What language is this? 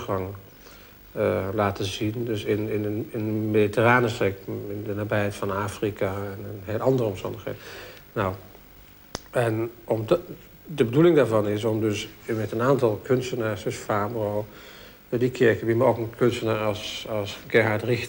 Dutch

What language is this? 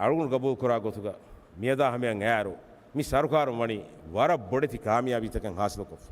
Divehi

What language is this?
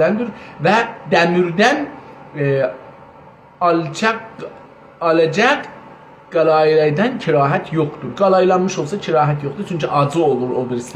South Azerbaijani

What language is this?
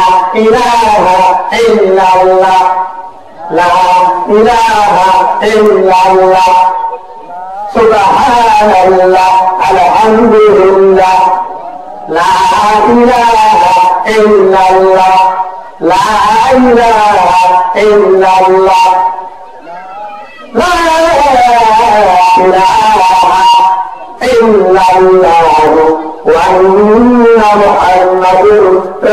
Bangla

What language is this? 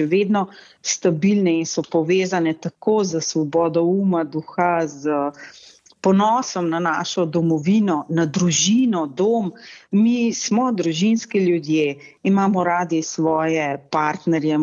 Slovenian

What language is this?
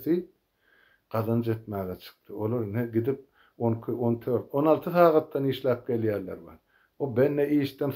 Turkmen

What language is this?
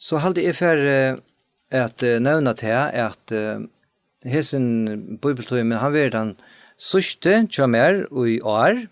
Faroese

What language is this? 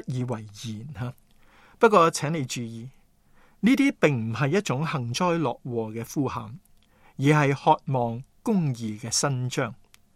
Cantonese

